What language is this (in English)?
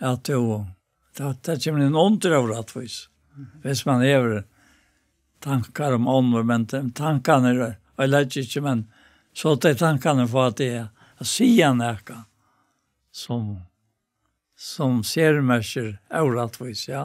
Faroese